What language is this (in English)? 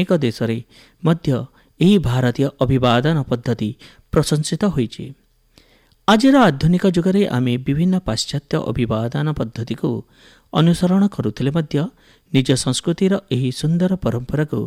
Odia